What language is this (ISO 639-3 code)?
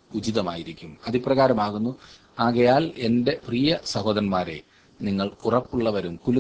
mal